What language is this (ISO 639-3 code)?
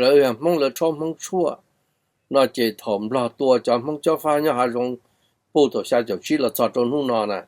hmn